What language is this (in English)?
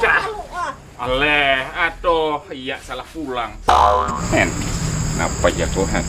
Banjar